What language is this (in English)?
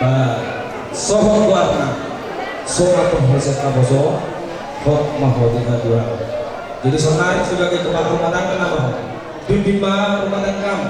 Batak Toba